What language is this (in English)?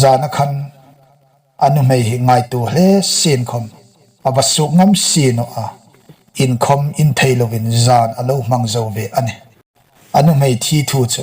Hmar